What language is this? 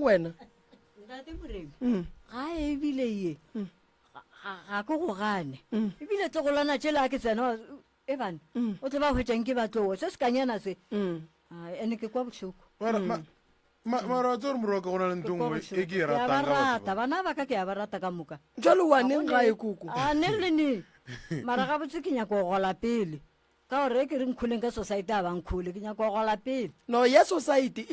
Northern Sotho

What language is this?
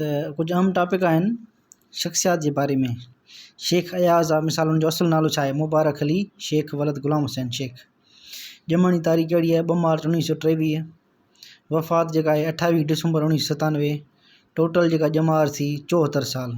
Sindhi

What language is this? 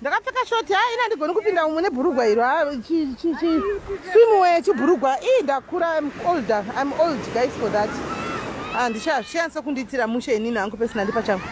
Shona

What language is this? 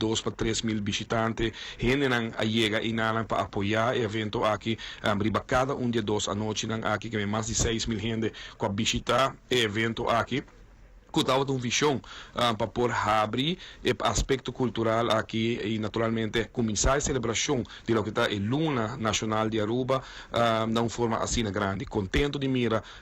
Papiamento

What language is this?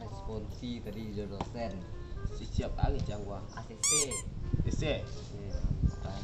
Minangkabau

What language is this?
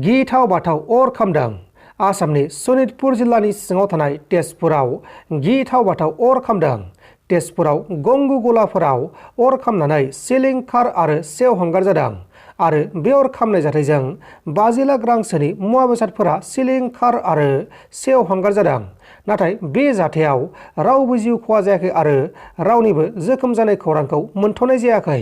Bodo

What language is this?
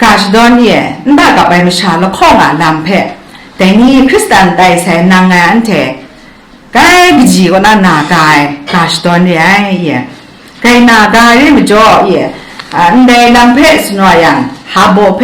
Kachin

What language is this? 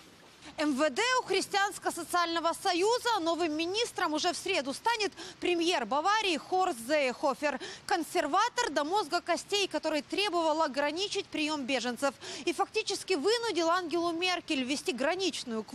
Russian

